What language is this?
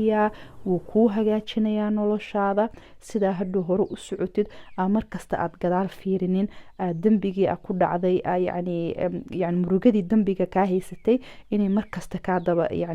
Somali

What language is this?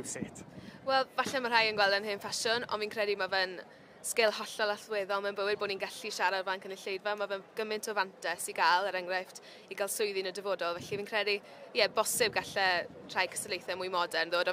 Welsh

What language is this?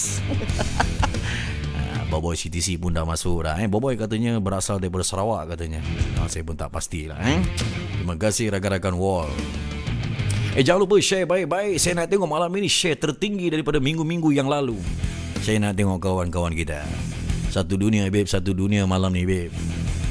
Malay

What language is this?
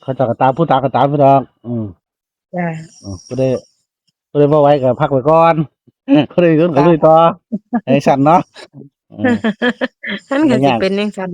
Northeastern Thai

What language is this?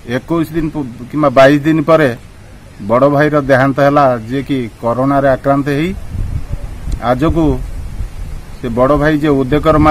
Odia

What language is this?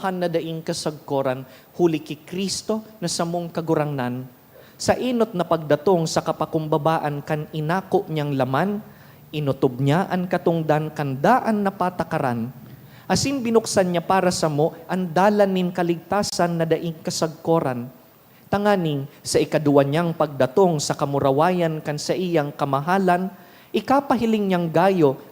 Bikol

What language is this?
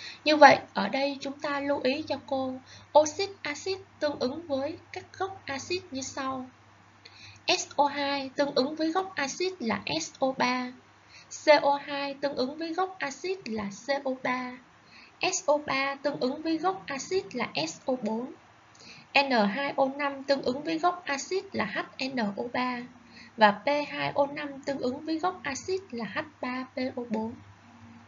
Vietnamese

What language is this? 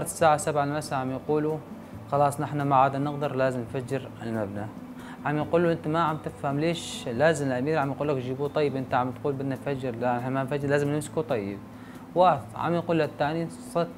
North Levantine Arabic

